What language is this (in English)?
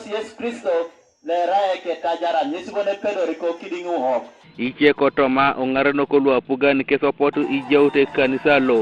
Teso